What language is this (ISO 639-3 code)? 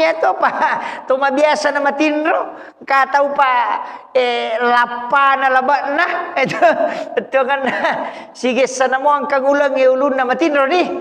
bug